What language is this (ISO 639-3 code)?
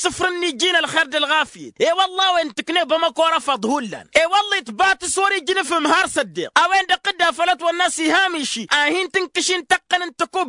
taq